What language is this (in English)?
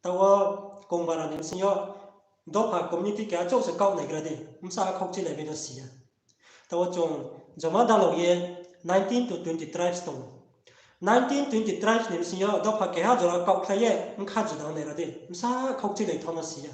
Riang (India)